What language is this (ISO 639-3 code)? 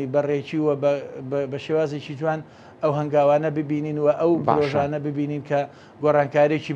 ckb